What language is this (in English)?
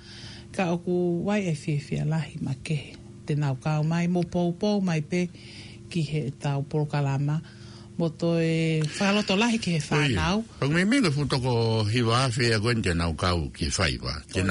Tongan